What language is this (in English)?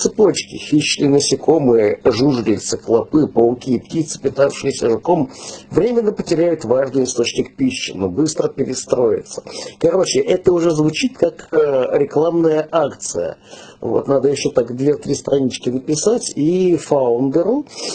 Russian